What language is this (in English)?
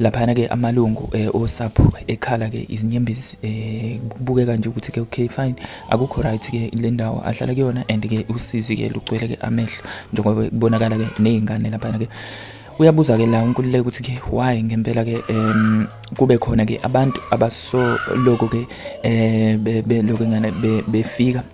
Zulu